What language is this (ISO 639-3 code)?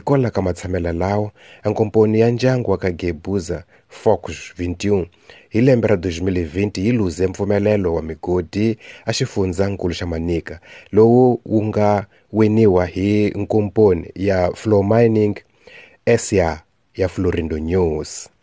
tso